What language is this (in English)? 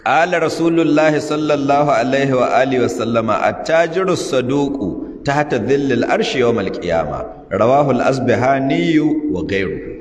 Hausa